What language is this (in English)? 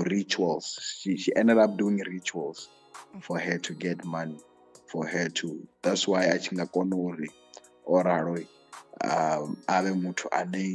Venda